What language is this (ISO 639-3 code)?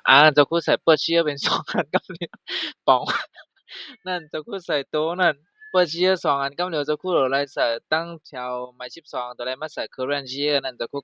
shn